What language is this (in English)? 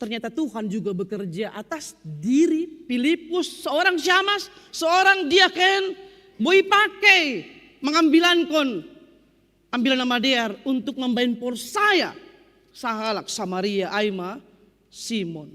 Batak Simalungun